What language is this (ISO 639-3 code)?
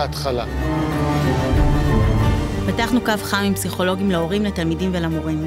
heb